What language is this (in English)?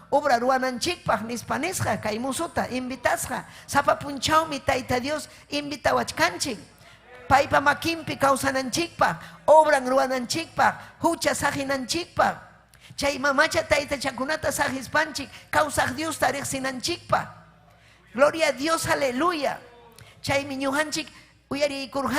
Ayacucho Quechua